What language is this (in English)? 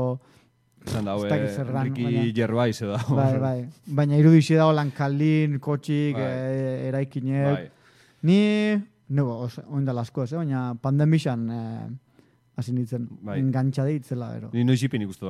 Basque